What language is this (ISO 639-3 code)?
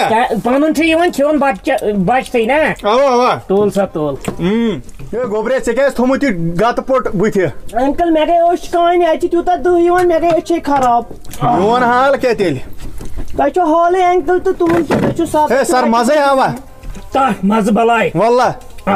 kas